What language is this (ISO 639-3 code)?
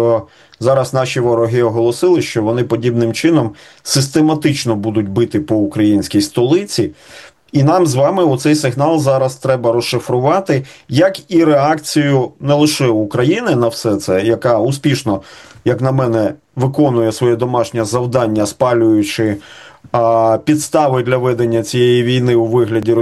ukr